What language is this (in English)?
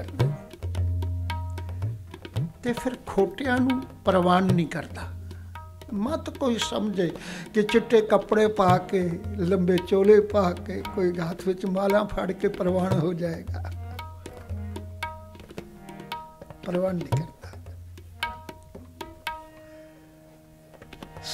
Punjabi